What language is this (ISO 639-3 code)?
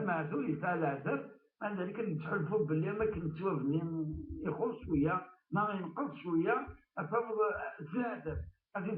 kab